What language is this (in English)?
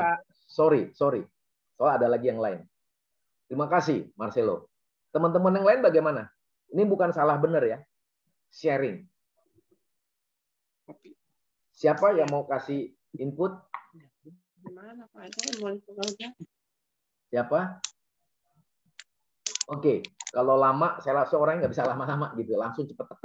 Indonesian